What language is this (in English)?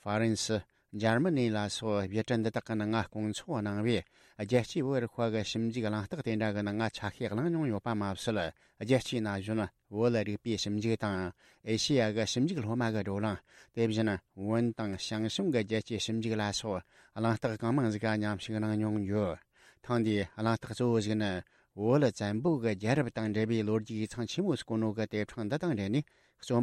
Tibetan